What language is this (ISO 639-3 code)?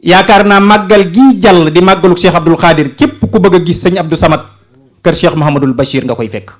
wol